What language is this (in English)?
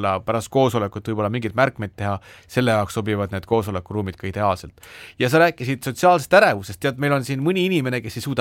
Estonian